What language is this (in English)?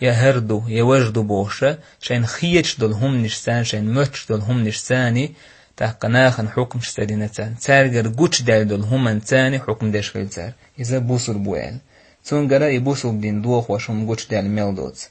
Chechen